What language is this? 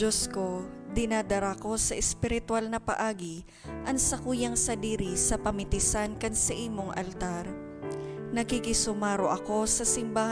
Bikol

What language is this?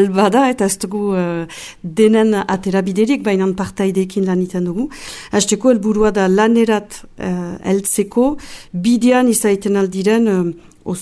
Basque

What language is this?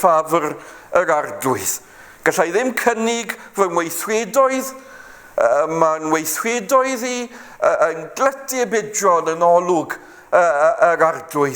Welsh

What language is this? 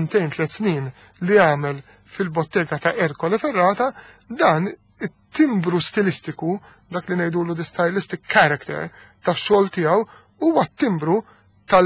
Maltese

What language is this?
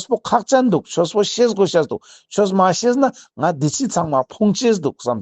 Ladakhi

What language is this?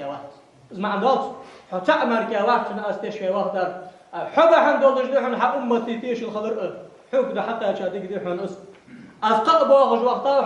Ingush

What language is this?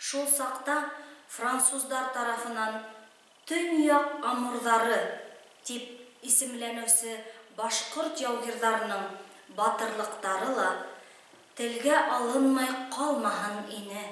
Bashkir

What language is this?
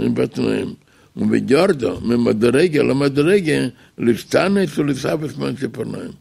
Yiddish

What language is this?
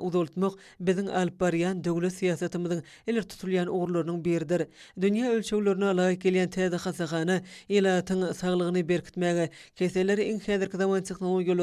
Turkmen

